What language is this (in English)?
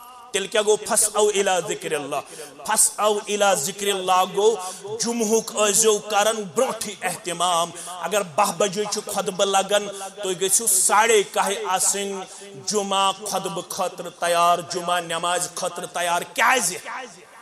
Kashmiri